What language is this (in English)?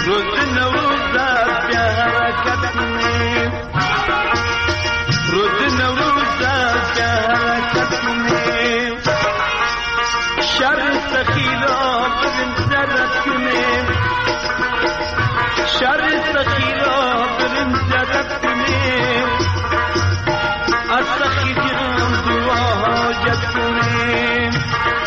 Persian